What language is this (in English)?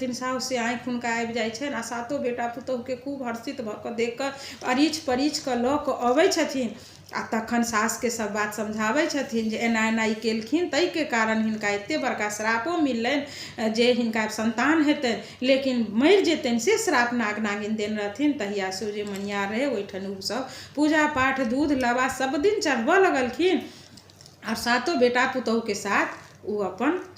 Maithili